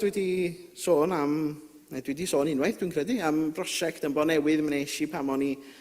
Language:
Welsh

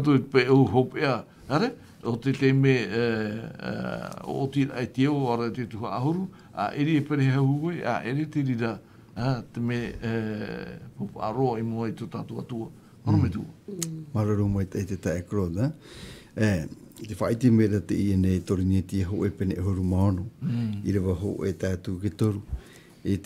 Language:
Tahitian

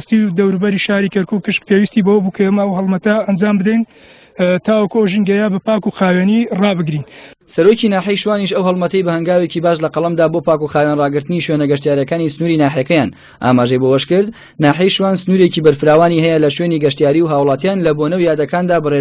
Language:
Central Kurdish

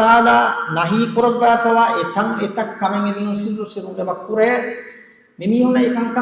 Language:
Divehi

